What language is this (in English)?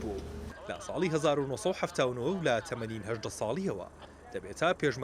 Central Kurdish